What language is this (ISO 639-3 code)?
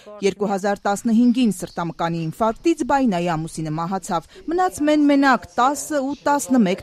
hye